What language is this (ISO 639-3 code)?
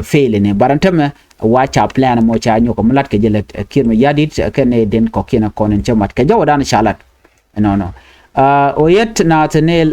nus